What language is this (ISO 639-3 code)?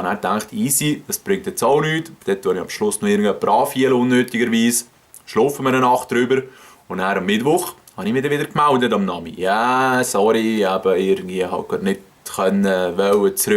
gsw